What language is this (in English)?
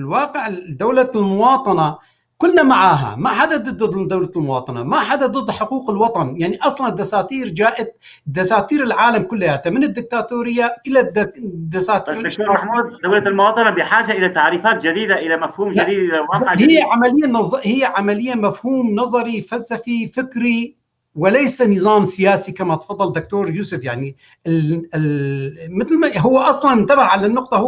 North Levantine Arabic